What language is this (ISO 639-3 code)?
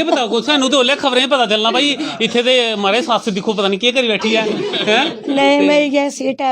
doi